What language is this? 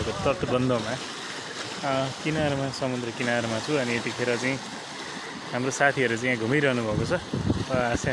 Nepali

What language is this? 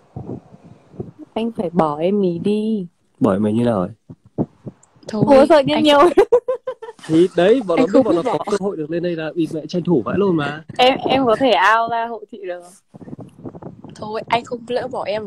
Vietnamese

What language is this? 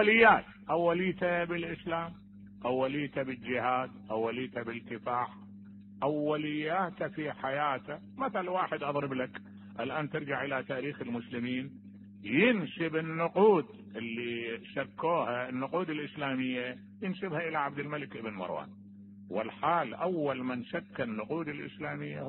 Mesopotamian Arabic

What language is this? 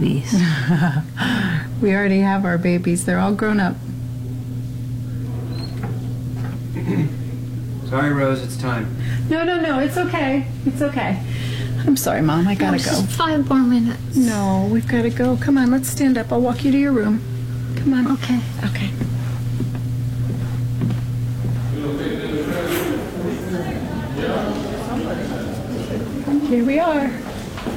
English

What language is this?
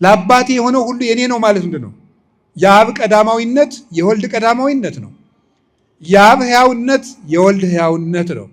Amharic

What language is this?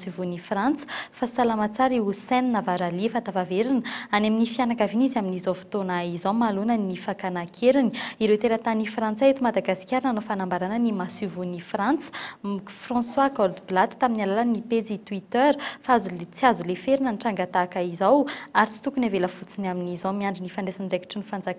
Malagasy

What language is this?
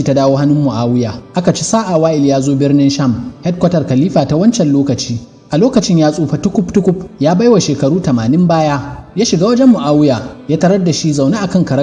Hausa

